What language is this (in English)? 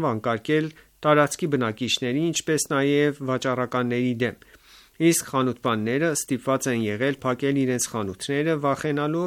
Armenian